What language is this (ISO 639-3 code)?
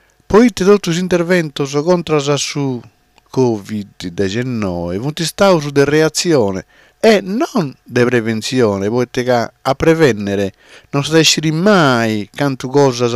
srd